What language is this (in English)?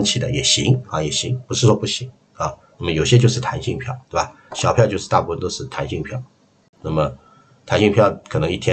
Chinese